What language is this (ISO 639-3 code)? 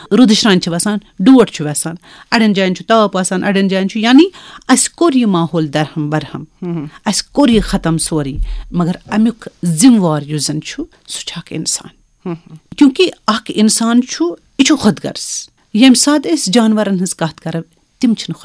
kas